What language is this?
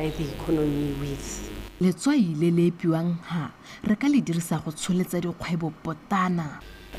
Tswana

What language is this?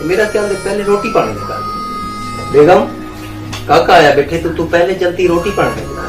Saraiki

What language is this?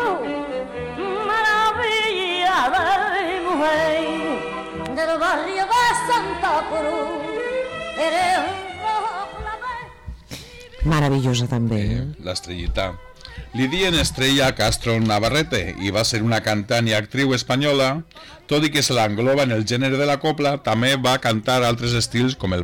Catalan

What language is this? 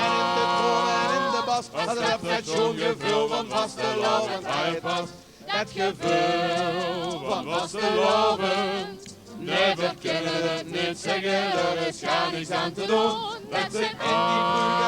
Limburgish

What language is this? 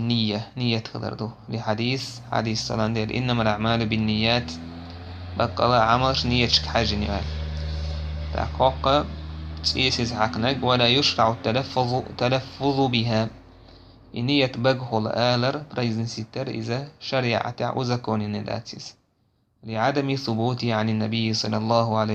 Chechen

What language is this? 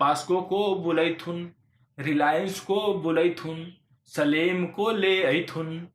Magahi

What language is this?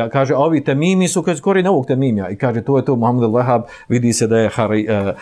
Bosnian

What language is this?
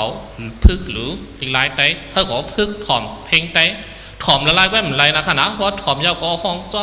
Shan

